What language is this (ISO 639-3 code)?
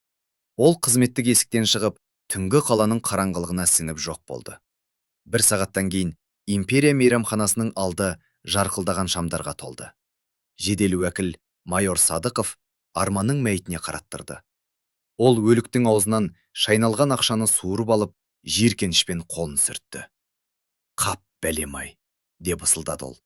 kaz